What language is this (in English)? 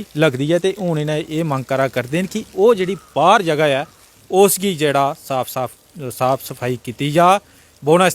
Dogri